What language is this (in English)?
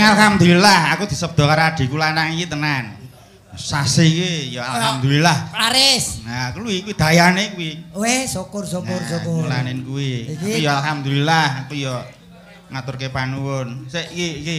Javanese